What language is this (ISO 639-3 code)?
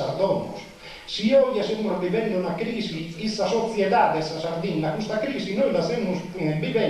srd